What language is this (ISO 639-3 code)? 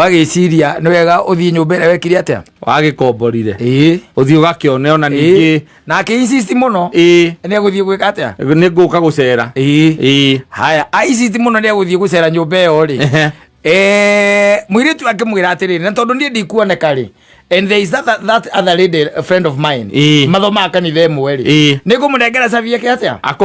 kik